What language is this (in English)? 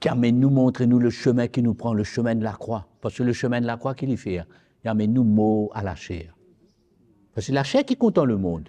Morisyen